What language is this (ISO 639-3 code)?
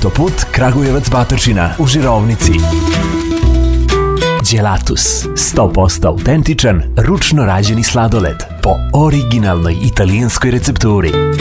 srp